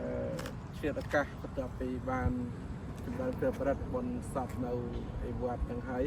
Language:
Khmer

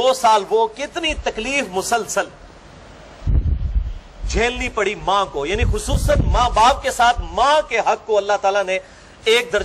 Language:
Urdu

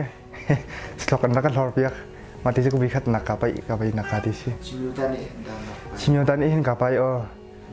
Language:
Hakha Chin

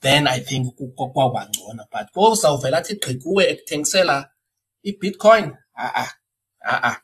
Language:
Xhosa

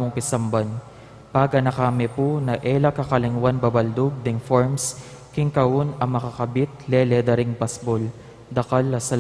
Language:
Pampanga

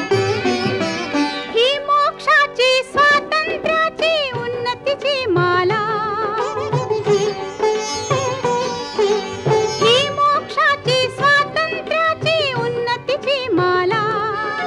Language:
Marathi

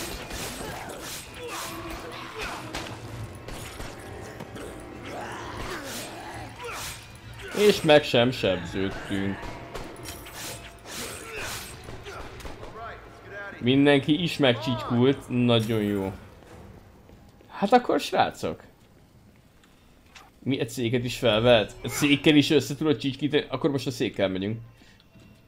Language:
Hungarian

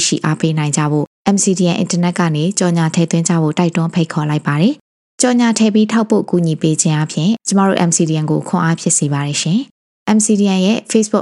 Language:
Burmese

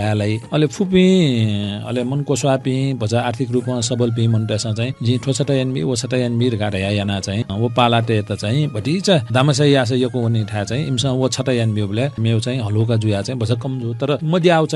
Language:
Newari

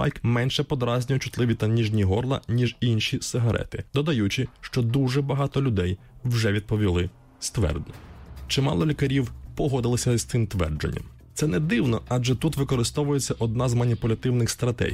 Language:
Ukrainian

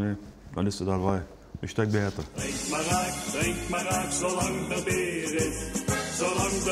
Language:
Limburgish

